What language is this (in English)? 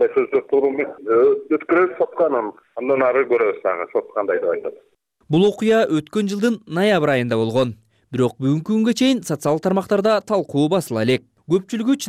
Kyrgyz